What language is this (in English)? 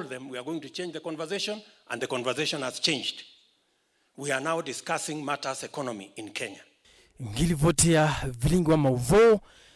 Kamba